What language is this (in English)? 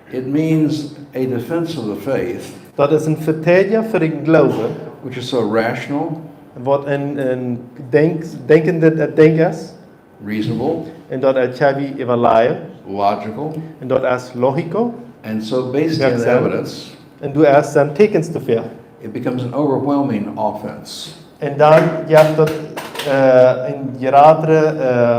Plautdietsch